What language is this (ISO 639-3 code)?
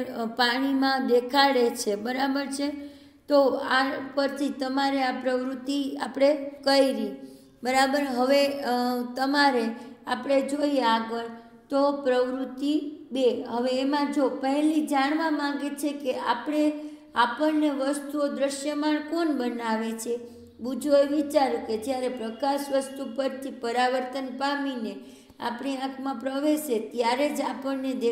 guj